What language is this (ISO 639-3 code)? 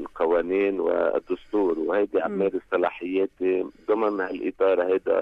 apc